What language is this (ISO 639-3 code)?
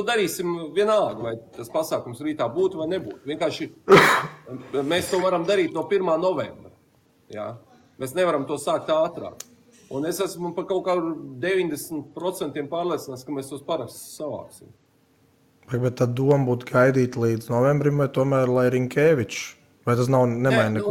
lav